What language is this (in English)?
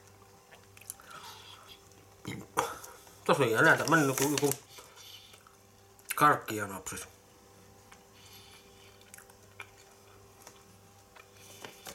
Finnish